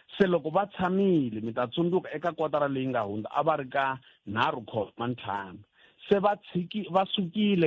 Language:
Tsonga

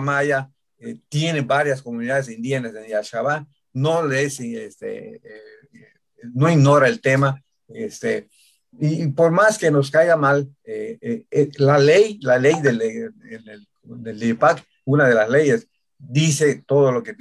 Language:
Spanish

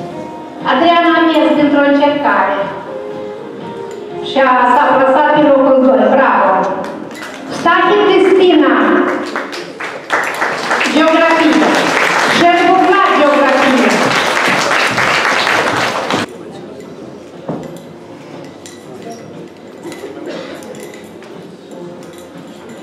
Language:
Romanian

